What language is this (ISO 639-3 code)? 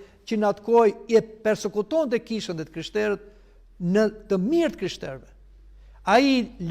sqi